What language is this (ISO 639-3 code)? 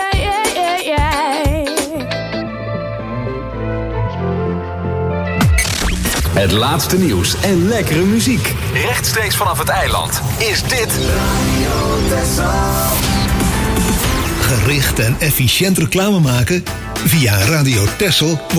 nld